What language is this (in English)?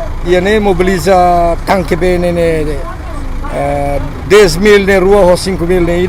Tetum